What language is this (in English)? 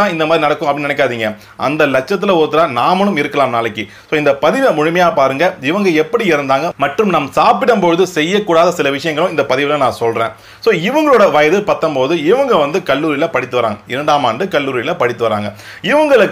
Tamil